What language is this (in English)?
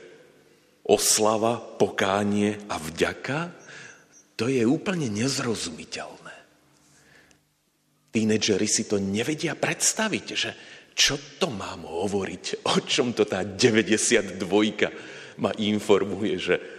Slovak